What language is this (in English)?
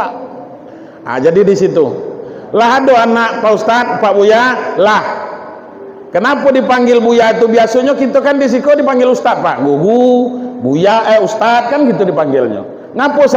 Minangkabau